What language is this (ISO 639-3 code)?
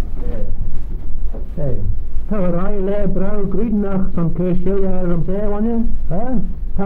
glv